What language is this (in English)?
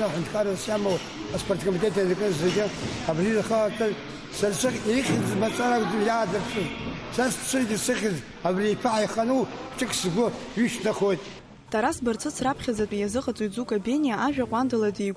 Abkhazian